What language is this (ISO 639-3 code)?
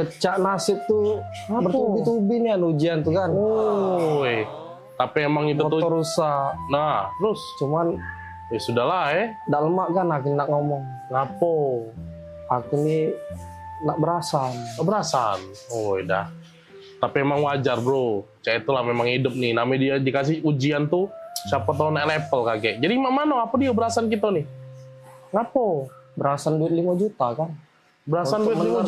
mui